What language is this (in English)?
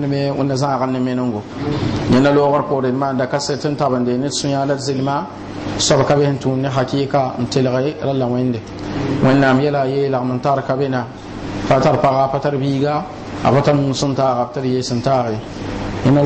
Mossi